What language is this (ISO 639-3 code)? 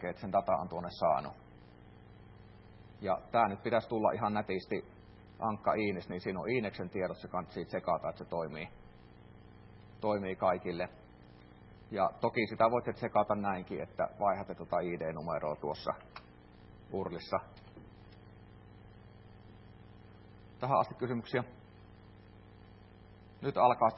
fin